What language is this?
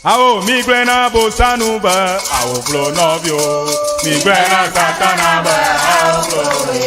Ewe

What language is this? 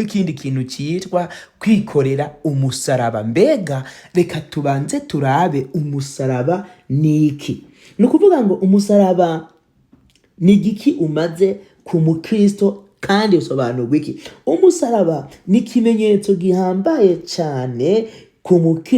Rundi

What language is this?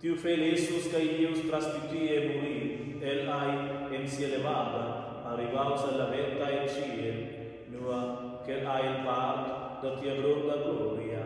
Romansh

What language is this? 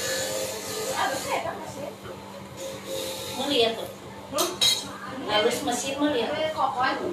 Sundanese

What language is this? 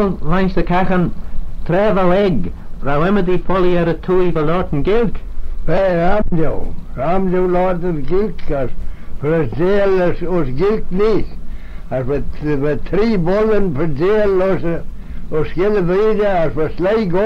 Manx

